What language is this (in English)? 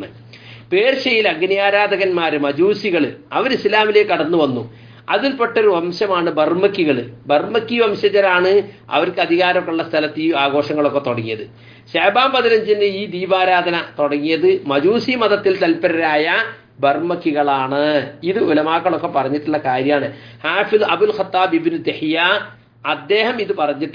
Malayalam